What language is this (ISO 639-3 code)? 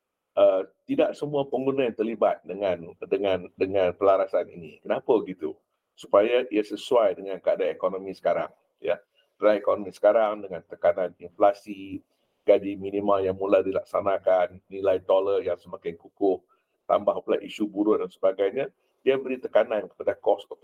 msa